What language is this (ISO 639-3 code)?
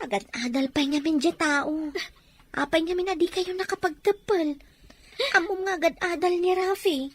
ilo